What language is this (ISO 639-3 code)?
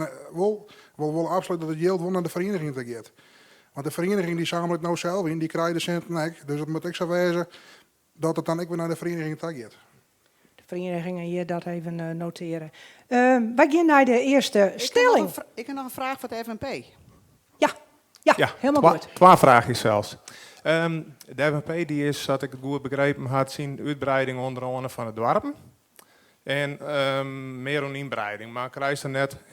fry